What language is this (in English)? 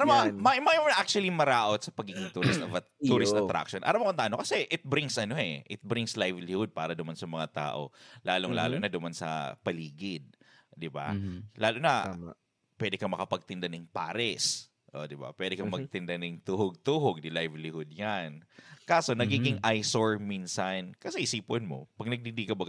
Bikol